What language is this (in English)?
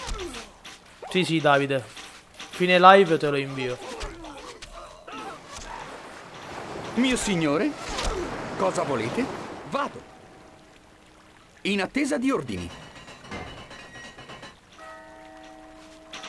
Italian